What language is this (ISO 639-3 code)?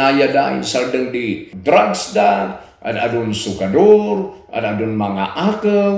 kne